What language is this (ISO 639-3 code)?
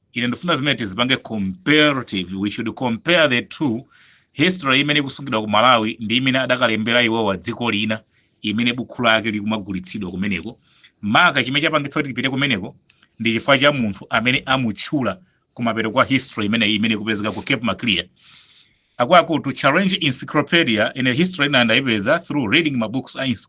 nya